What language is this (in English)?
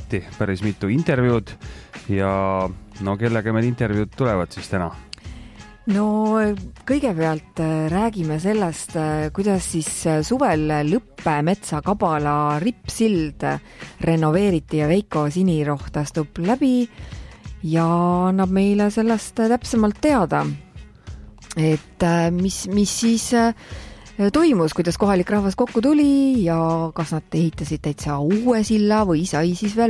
Estonian